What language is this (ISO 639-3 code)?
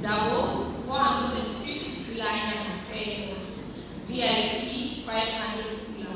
tsn